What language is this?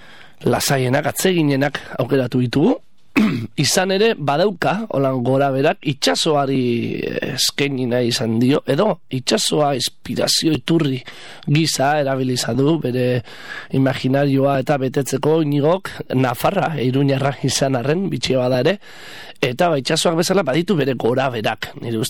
Basque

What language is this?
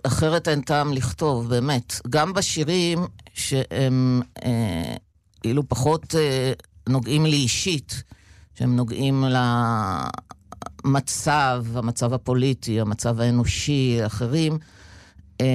Hebrew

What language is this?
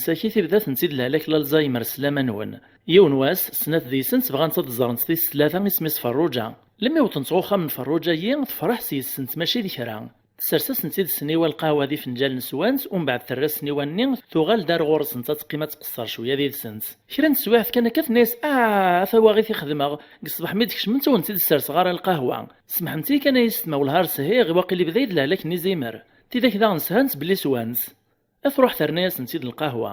Kabyle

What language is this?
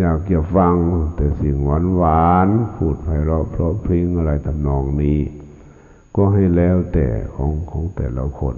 Lao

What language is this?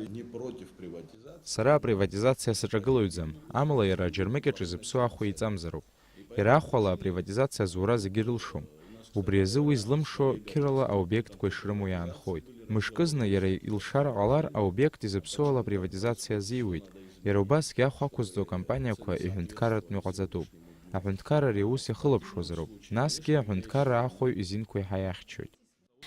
Abkhazian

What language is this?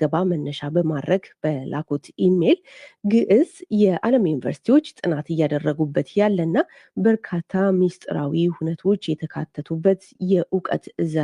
Amharic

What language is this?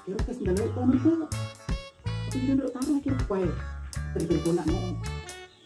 Buginese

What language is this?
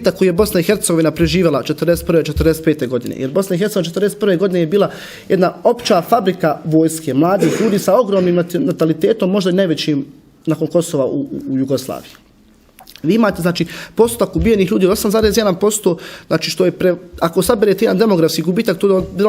Bosnian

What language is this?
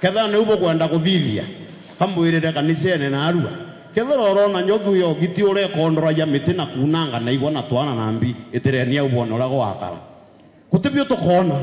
Meru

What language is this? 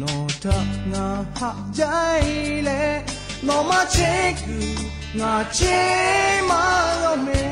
Lahu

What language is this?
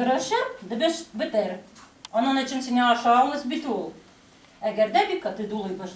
Tatar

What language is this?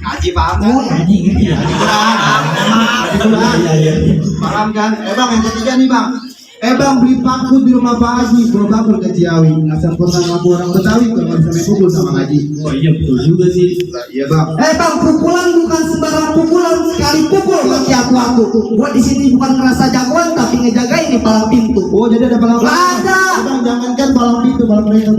Betawi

